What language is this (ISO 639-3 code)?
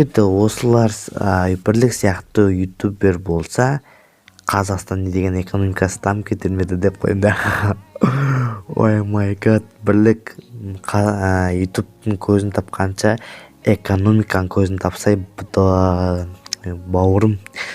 kaz